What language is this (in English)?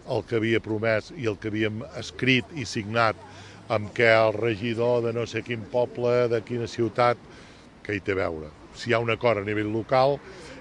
Catalan